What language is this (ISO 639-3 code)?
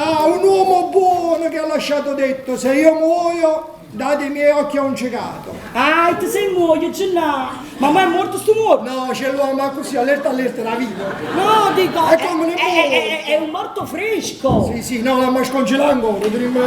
nap